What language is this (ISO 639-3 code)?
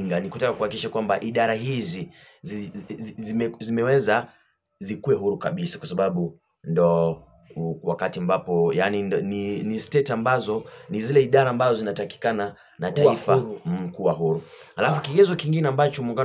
swa